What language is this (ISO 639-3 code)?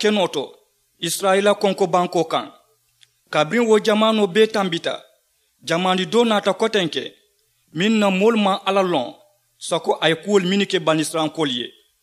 man